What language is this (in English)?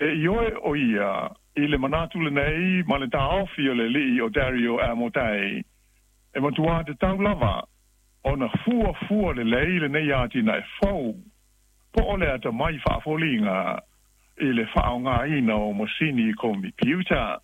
Samoan